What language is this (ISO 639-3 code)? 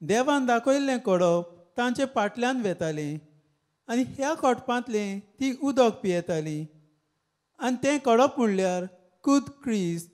kok